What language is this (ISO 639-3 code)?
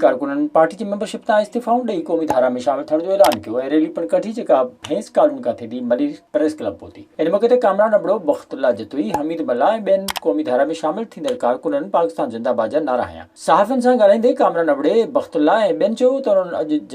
snd